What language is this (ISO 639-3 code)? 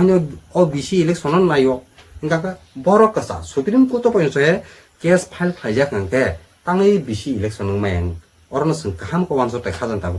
trp